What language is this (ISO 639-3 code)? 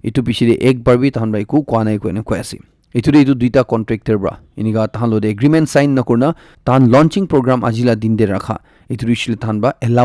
nag